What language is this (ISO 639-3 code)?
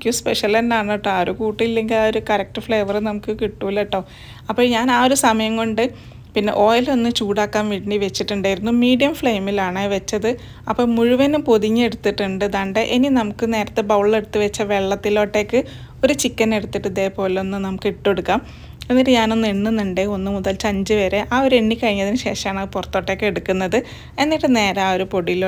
mal